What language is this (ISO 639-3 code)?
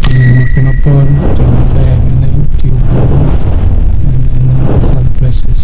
ach